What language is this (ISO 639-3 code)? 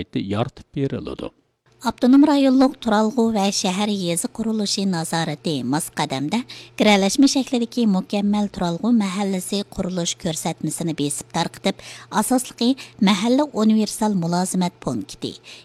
uig